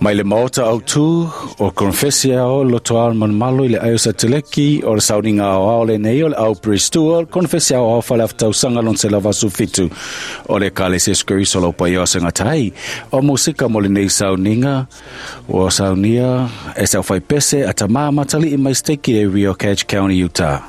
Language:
Samoan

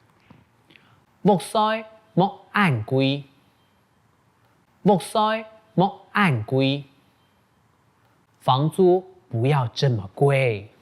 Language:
Hakka Chinese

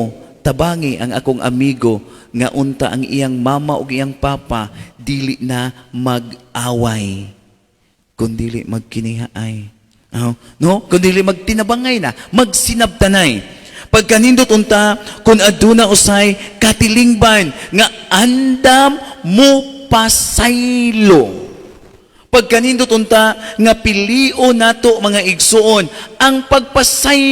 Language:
Cebuano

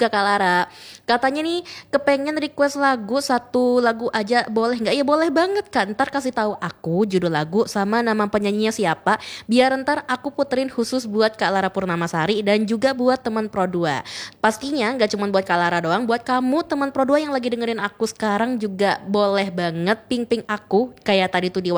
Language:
Indonesian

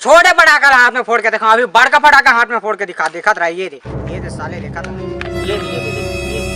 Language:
Chhattisgarhi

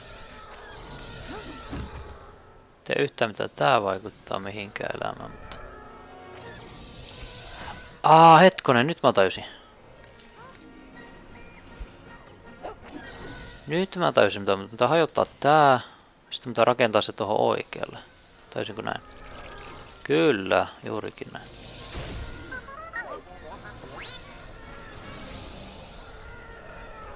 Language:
Finnish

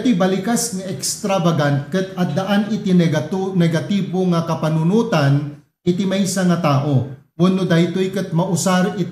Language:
Iloko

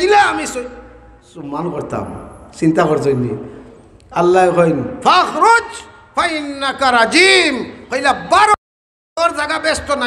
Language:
Sylheti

